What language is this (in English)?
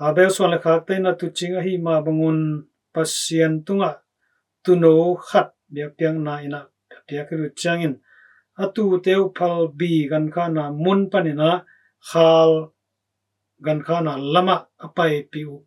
Tedim Chin